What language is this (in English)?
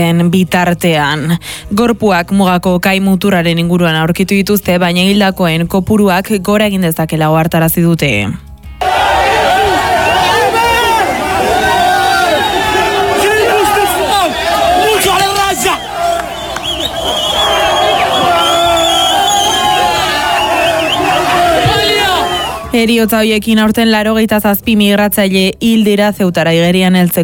Basque